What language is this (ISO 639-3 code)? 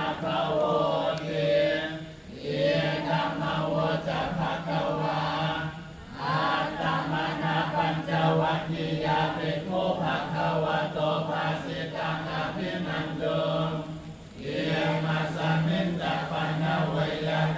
pli